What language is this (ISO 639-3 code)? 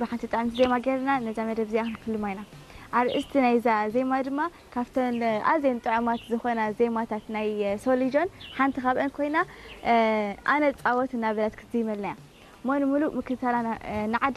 tir